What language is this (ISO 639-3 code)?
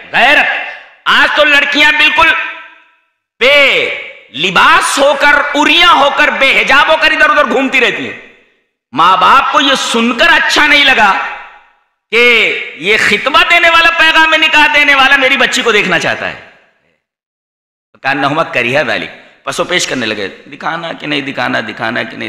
urd